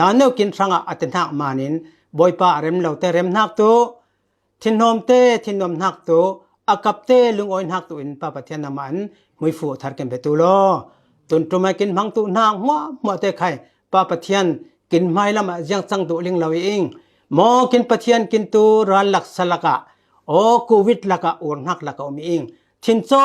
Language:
Falam Chin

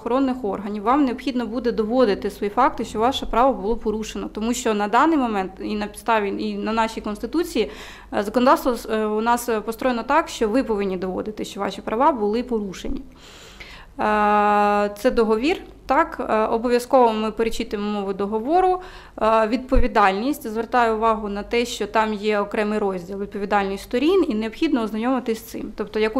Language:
Ukrainian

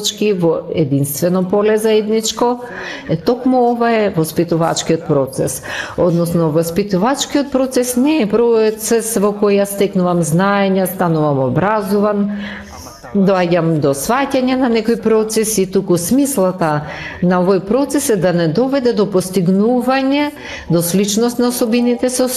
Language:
Macedonian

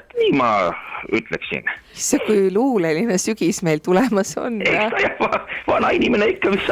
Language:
Estonian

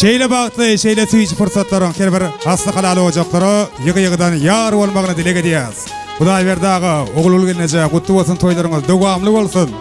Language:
Turkmen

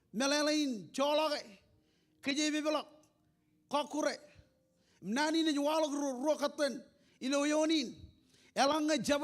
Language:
Marshallese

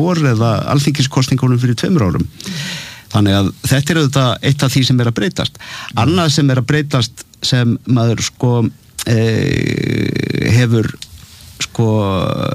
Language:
Icelandic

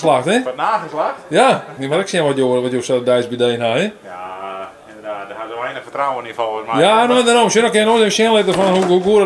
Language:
Western Frisian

